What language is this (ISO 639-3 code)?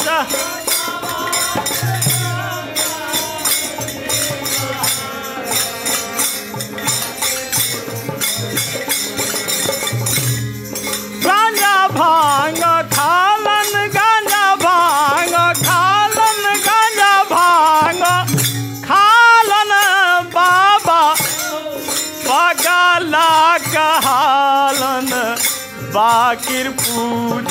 bho